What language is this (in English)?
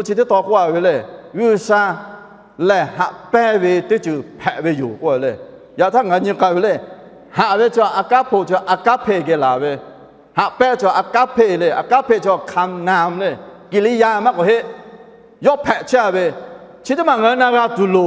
Lahu